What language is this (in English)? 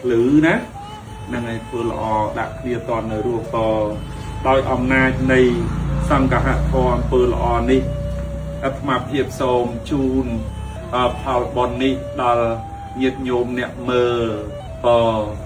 Khmer